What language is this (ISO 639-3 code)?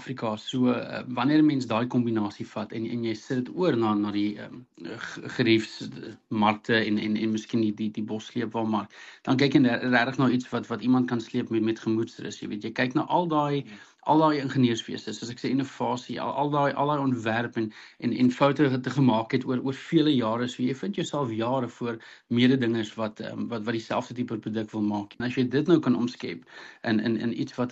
afr